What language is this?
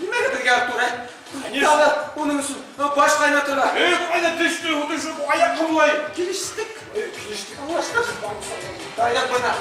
Bashkir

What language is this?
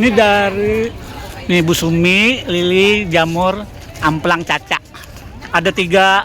Banjar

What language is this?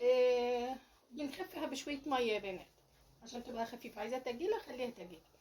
Egyptian Arabic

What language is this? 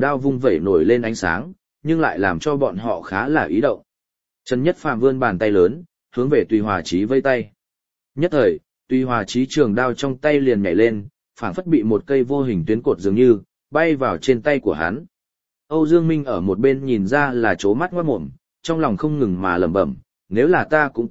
Vietnamese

